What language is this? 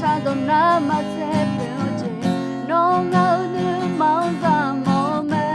Akha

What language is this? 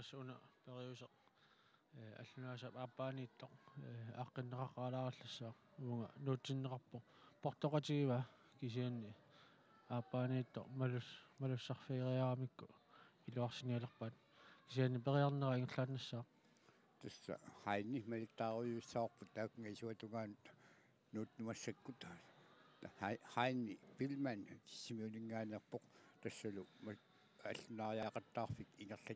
Kalaallisut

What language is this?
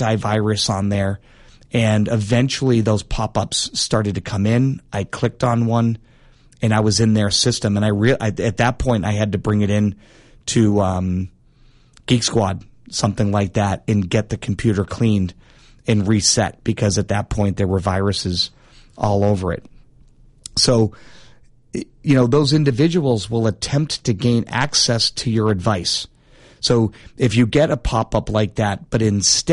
English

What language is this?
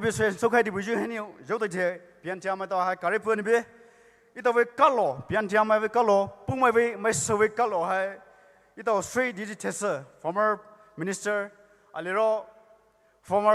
Poumei Naga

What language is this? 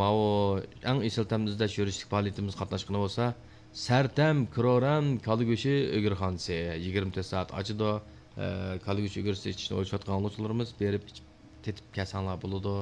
Uyghur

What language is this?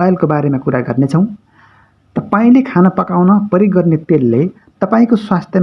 Nepali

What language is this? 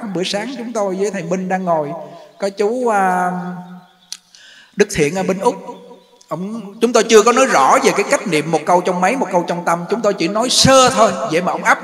Vietnamese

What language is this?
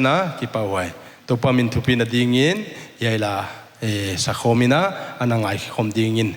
Paite Chin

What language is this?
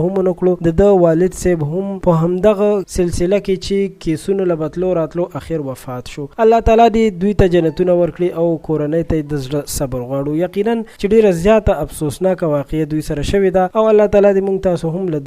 Pashto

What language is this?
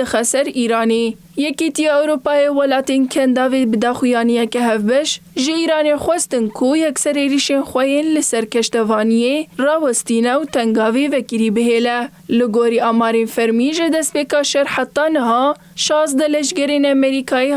Kurdish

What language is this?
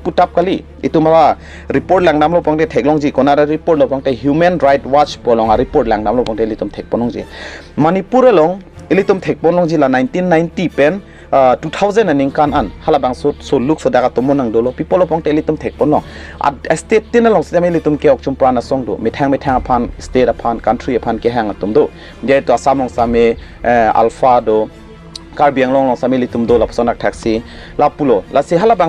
Karbi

